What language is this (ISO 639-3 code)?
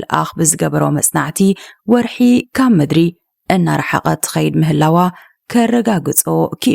tir